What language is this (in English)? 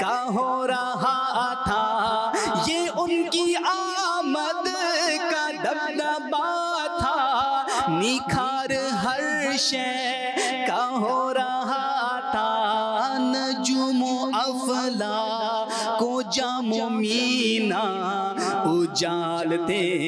Urdu